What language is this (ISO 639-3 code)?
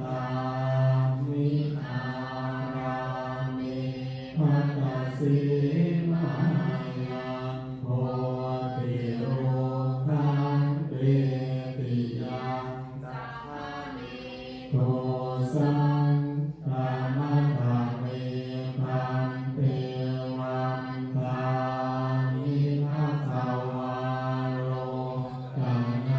pli